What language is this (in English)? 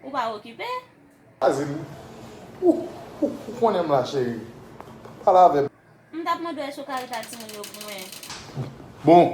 Haitian Creole